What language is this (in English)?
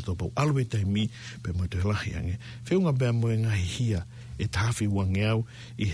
Tongan